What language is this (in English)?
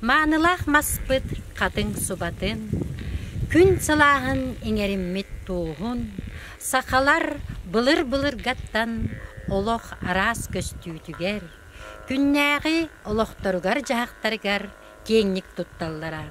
Yakut